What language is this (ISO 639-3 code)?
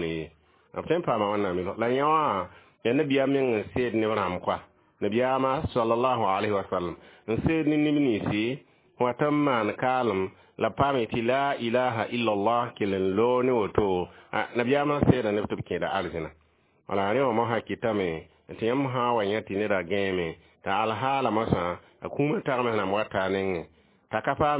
mos